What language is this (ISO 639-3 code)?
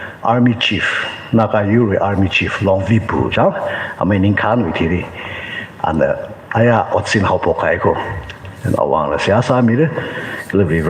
nmf